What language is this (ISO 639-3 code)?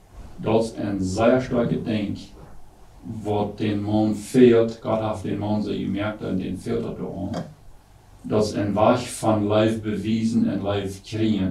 pdt